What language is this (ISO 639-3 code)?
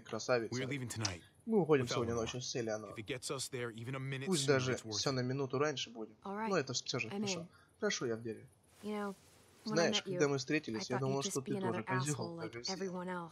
rus